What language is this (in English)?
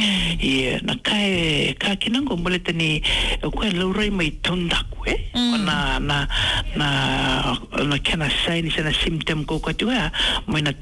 Fijian